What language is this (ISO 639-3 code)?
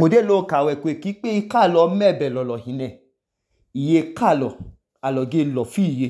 idu